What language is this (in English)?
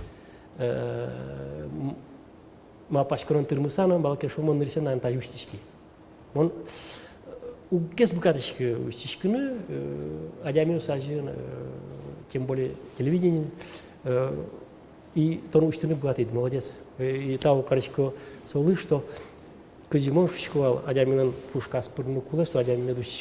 Udmurt